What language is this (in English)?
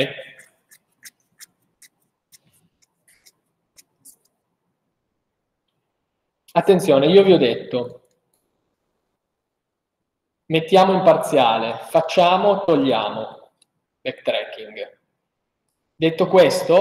Italian